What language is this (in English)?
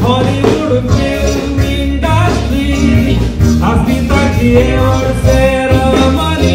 Konkani